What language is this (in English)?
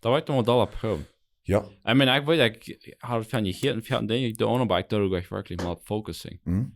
Plautdietsch